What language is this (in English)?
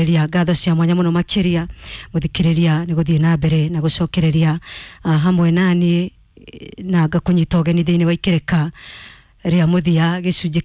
Kikuyu